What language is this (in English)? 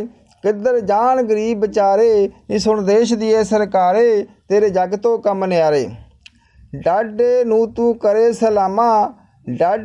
Punjabi